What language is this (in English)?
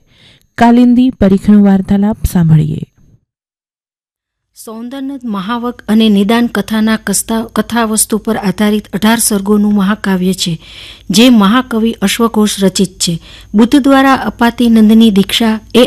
Gujarati